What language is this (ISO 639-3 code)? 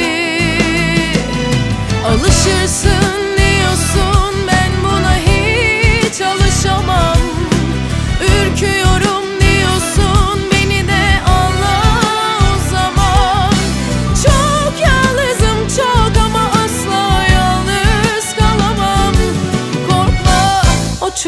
tur